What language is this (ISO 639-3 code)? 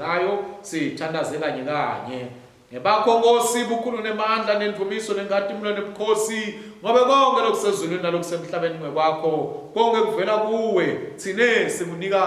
ssw